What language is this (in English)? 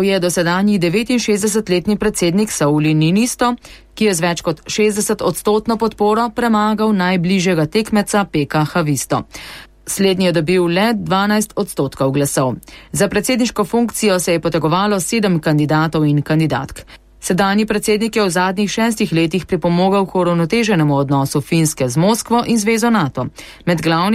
Slovenian